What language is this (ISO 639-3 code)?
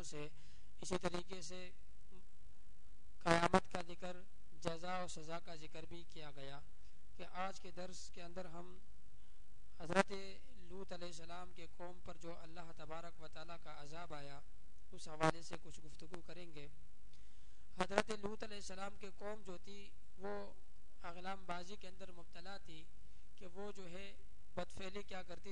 urd